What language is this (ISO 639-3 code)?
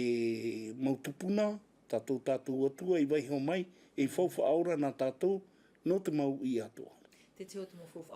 tah